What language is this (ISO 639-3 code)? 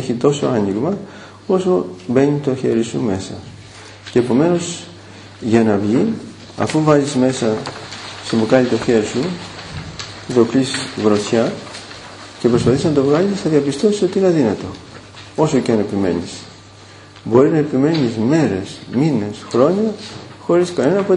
ell